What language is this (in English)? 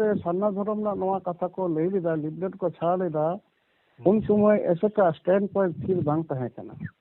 Santali